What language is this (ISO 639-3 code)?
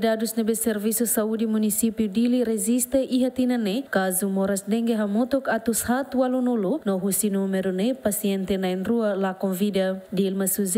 tet